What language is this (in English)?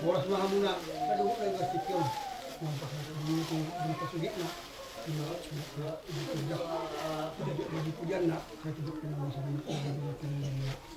Batak Toba